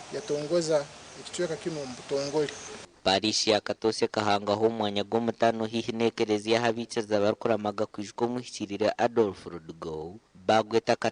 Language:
Nyankole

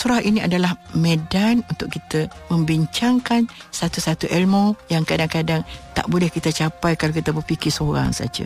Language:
Malay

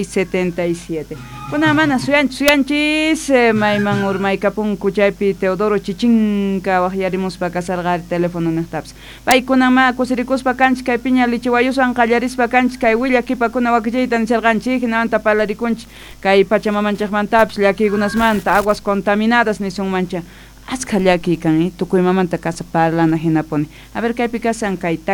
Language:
South Bolivian Quechua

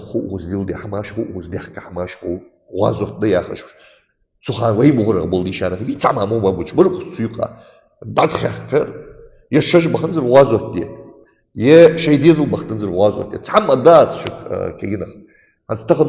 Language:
Ingush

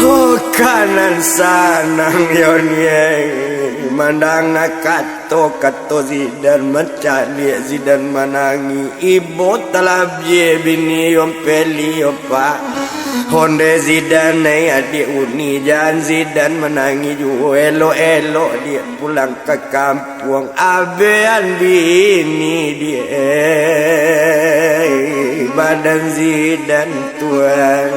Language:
Minangkabau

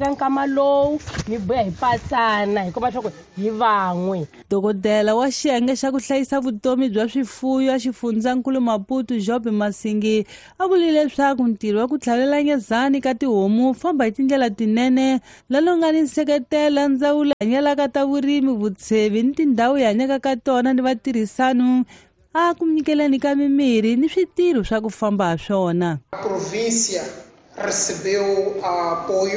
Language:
Tsonga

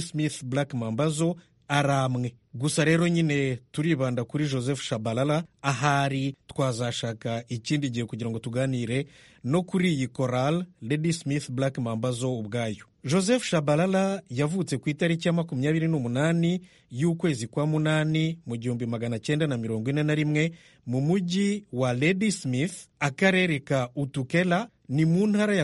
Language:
Kinyarwanda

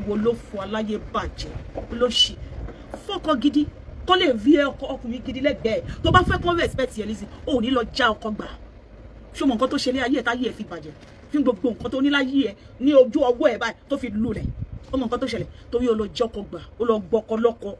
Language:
Yoruba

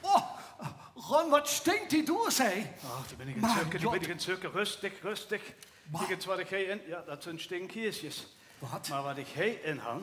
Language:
Limburgish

